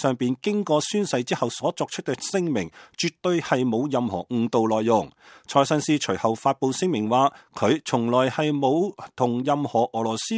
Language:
Cantonese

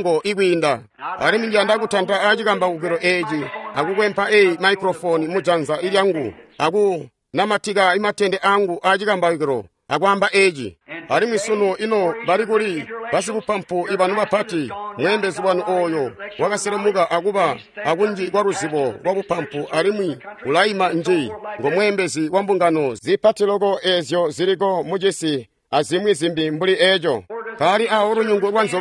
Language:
Tonga (Zambia)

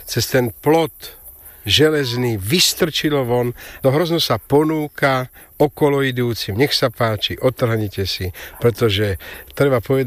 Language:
Slovak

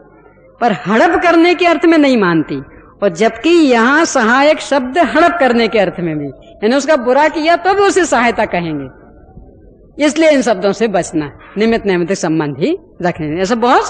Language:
Hindi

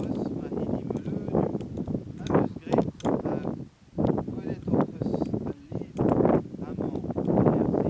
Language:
Breton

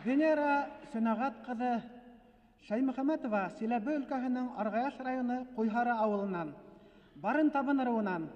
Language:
Bashkir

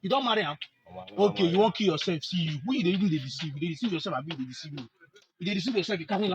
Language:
Nigerian Pidgin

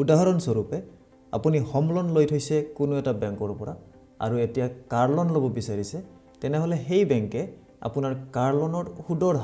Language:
Assamese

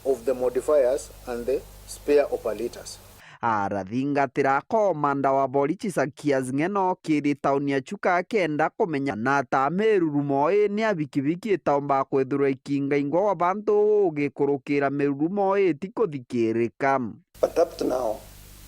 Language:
Meru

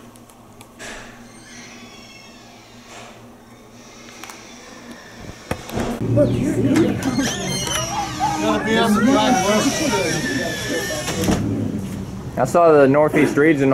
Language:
English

